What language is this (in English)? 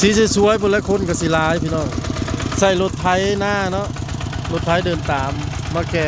Lao